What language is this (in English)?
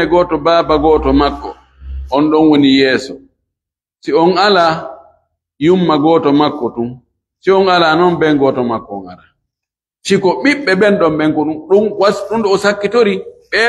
Fula